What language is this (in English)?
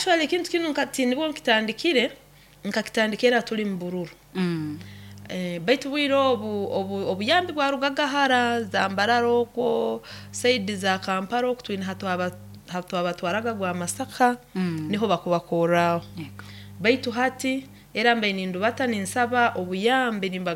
Nyoro